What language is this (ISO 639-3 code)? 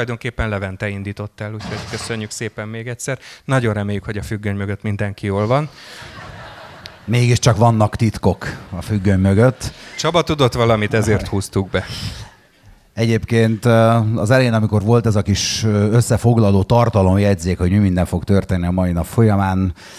hun